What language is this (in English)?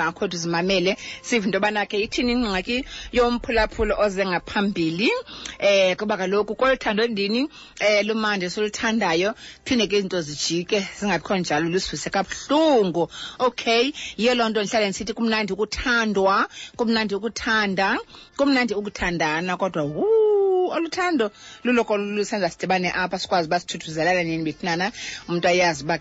Xhosa